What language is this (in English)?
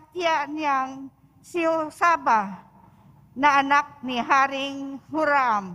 Filipino